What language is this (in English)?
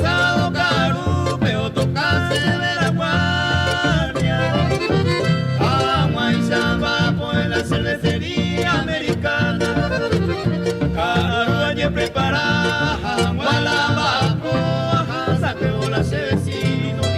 Guarani